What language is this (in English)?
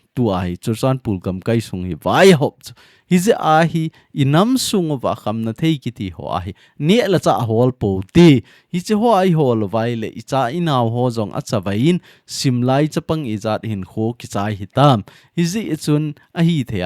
Thado Chin